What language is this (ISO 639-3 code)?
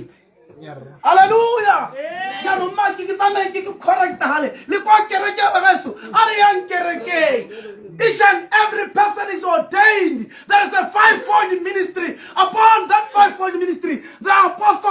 tsn